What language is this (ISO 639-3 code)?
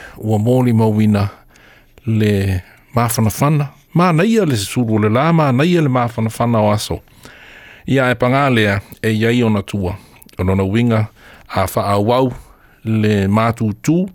smo